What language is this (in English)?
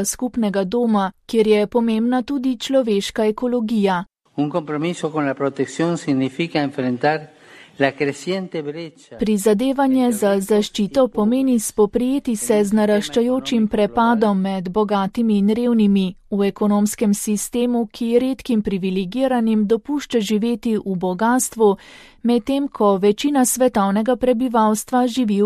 Slovenian